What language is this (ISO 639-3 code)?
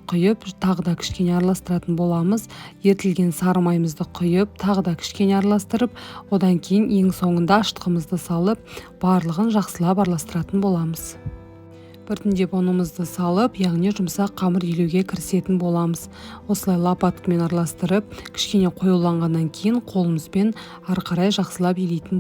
kaz